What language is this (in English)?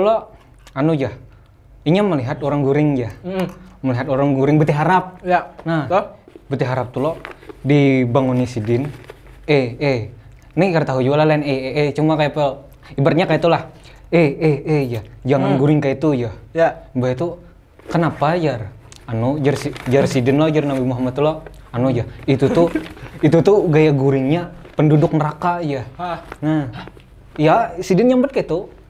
Banjar